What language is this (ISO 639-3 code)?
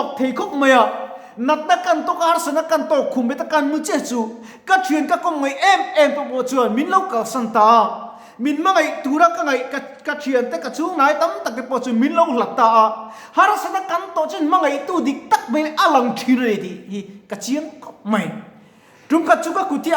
lus